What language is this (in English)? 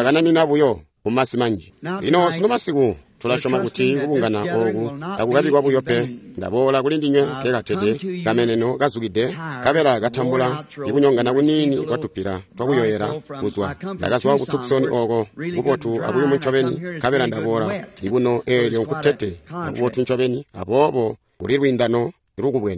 Tonga (Zambia)